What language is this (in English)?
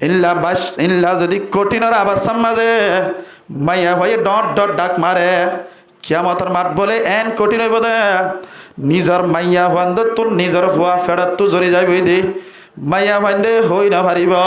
Rohingya